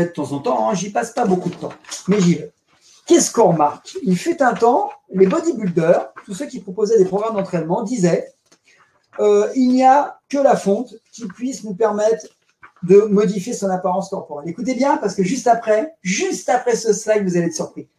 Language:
French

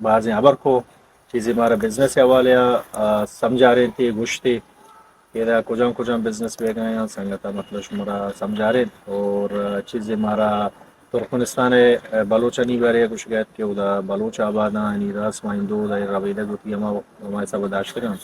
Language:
Eastern Balochi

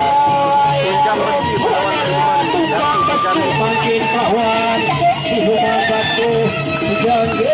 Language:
Sasak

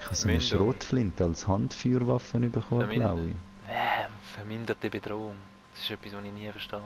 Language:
Swiss German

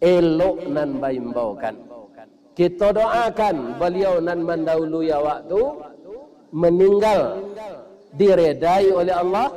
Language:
Minangkabau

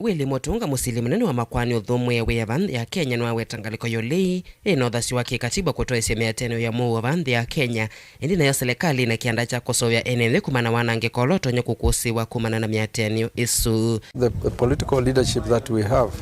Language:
Kamba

